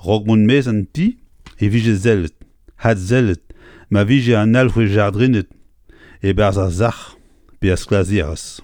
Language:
Breton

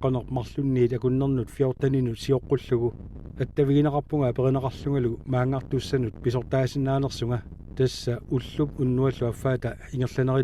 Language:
Kalaallisut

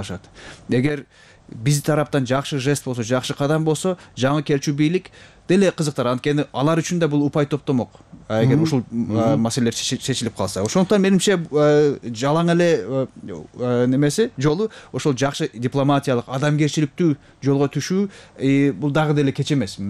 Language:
Kyrgyz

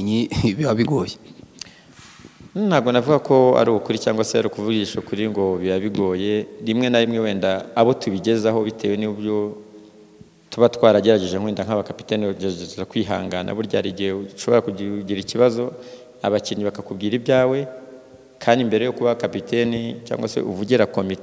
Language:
Kinyarwanda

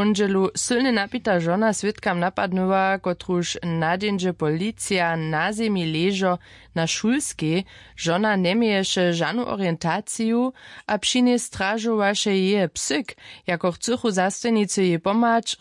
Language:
Upper Sorbian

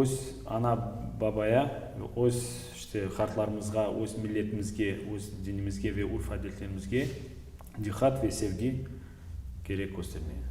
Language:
Crimean Tatar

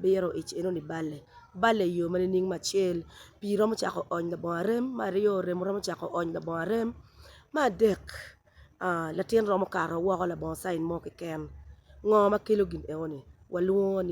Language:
Acoli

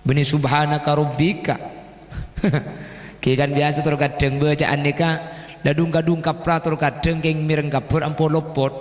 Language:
Madurese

